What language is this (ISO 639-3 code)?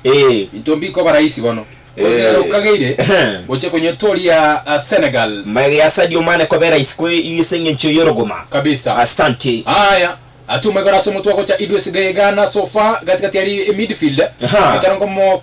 guz